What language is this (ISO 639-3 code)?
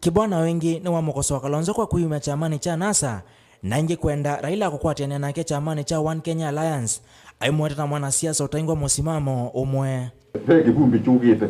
kam